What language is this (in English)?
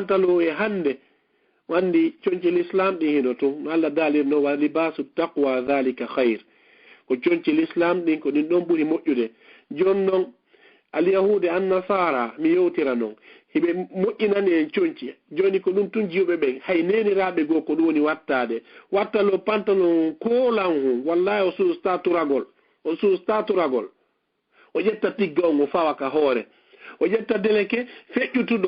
Fula